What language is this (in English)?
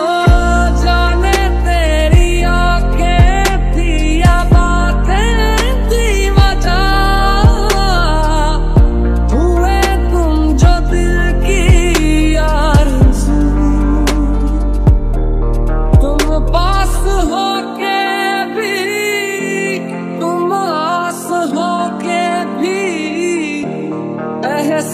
Hindi